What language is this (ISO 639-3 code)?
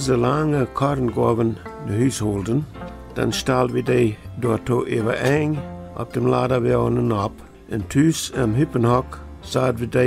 pdt